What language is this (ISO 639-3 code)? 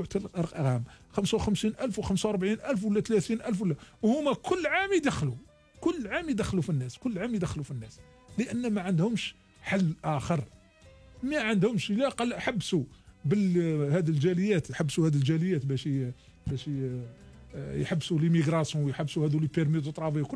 arq